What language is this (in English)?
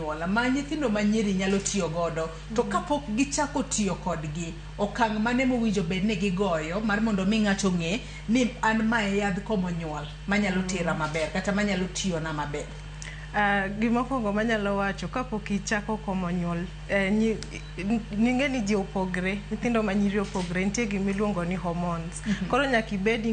Luo (Kenya and Tanzania)